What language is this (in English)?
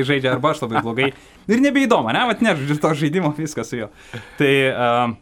Lithuanian